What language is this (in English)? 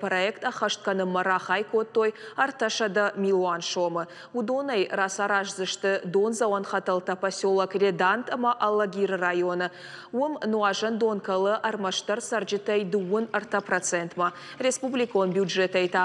Ossetic